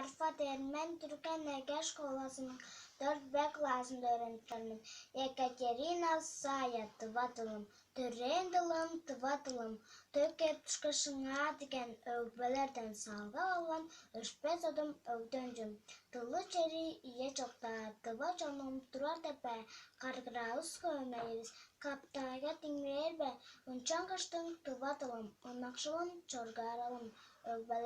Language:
Tuvinian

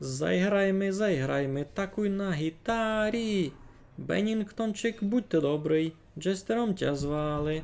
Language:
Rusyn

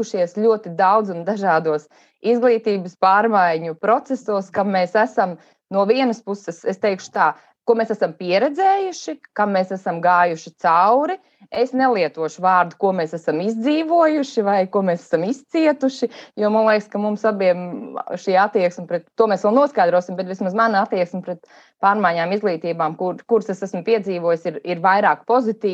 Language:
Latvian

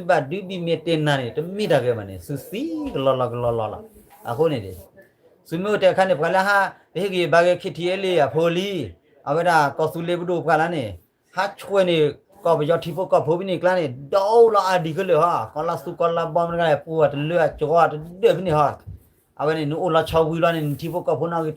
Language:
S'gaw Karen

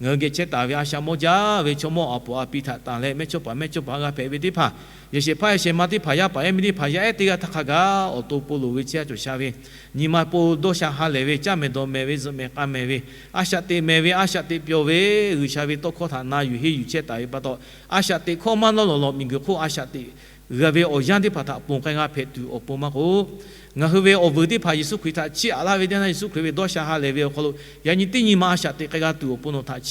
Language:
Lahu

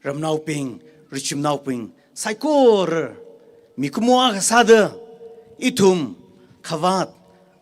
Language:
Tangkhul Naga (India)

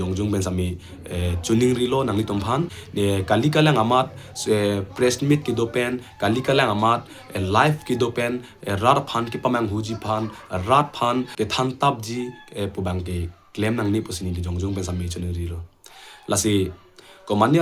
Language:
Karbi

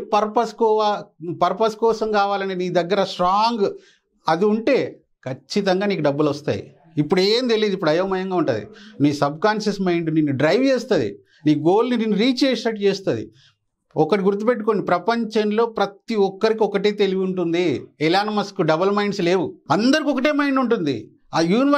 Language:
Telugu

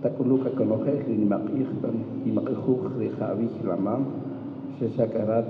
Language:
Kaqchikel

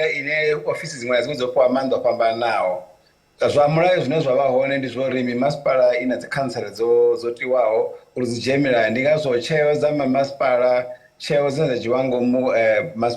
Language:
Venda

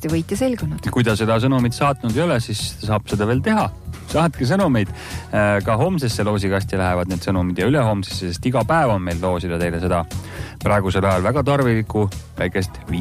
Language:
Estonian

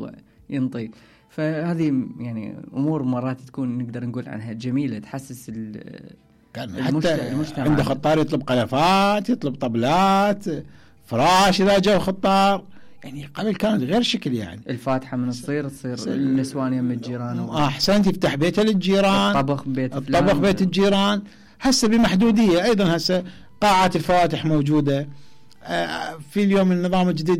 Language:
Mesopotamian Arabic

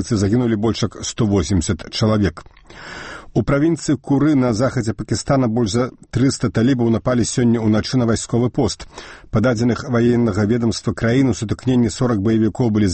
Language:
Belarusian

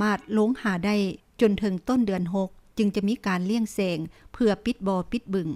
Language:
Lao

